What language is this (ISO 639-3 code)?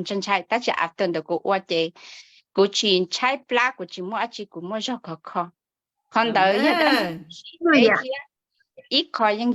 hmn